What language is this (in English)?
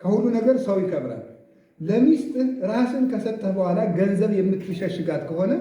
Amharic